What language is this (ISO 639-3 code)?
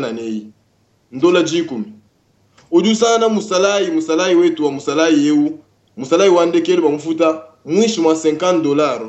lua